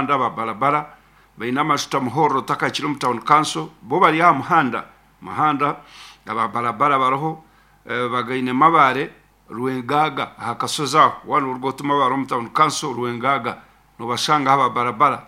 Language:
Nyankole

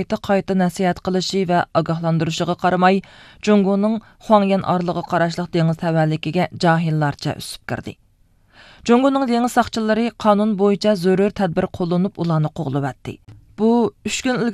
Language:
Uyghur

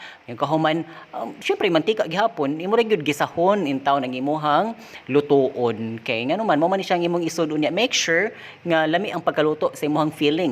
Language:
Cebuano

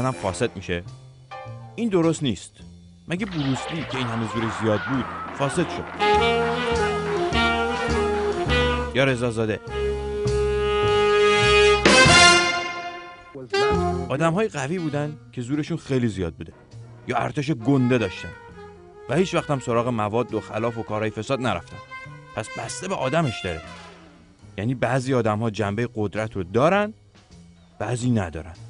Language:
Persian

